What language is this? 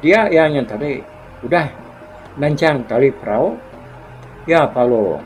Iban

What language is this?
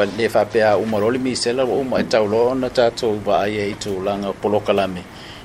Samoan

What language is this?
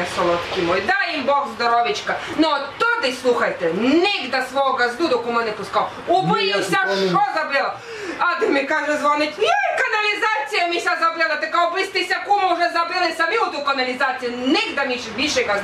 Rusyn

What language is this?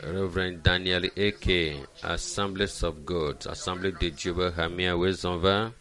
Ewe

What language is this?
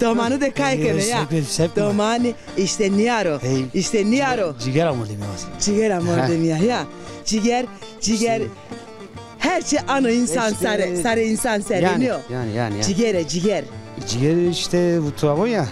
Zaza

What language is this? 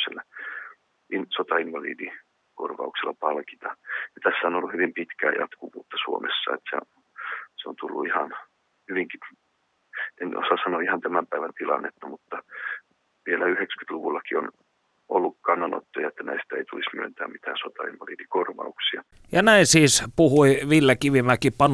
Finnish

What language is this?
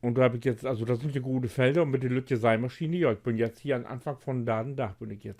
Low German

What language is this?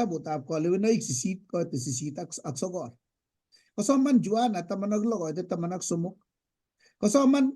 Kalenjin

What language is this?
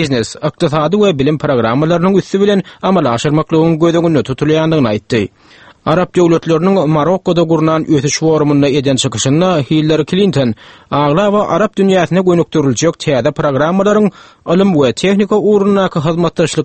Turkmen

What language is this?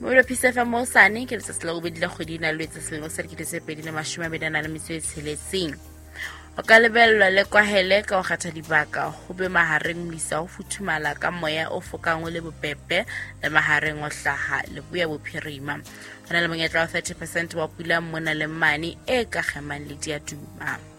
Southern Sotho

